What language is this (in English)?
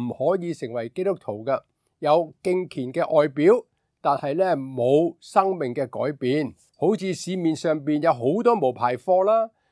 Cantonese